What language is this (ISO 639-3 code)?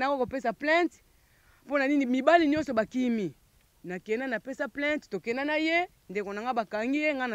lin